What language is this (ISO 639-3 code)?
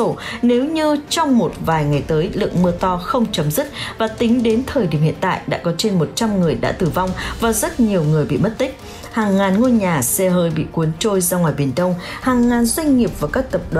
vie